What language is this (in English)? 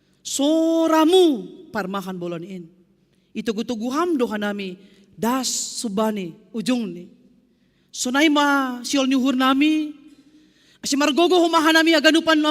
Batak Simalungun